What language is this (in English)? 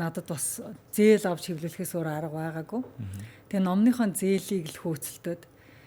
Mongolian